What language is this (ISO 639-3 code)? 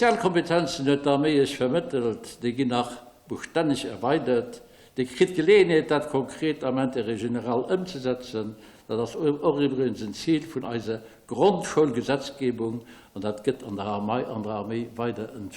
ltz